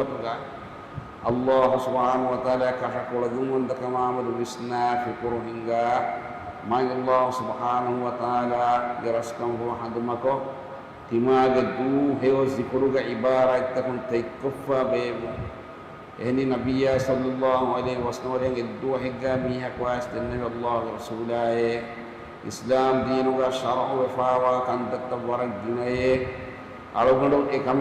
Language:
Divehi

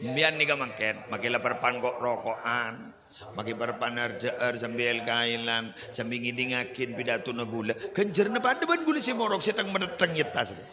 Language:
Madurese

